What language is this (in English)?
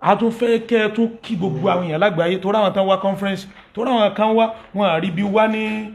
Yoruba